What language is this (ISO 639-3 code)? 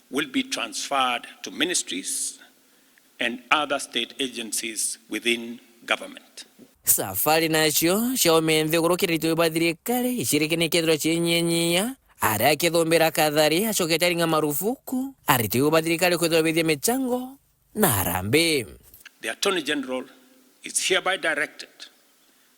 mer